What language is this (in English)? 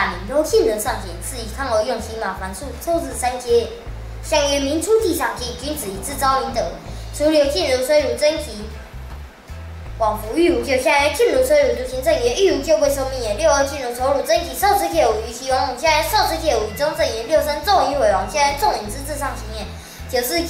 Literary Chinese